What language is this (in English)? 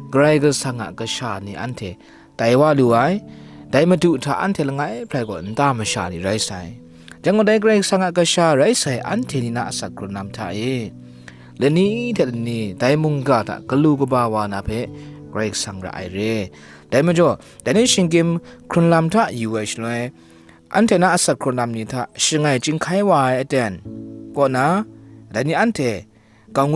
Kachin